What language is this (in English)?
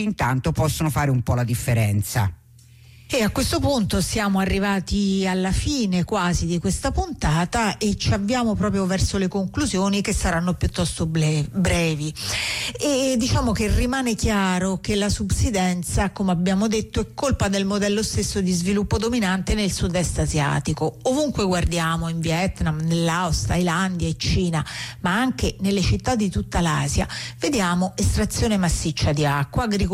Italian